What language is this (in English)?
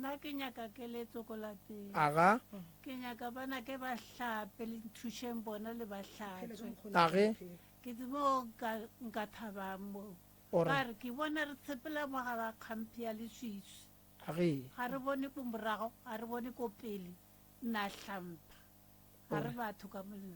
Northern Sotho